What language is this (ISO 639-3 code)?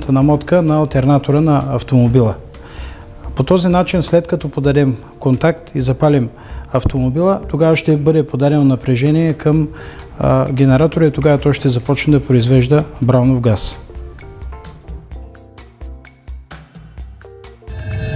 bul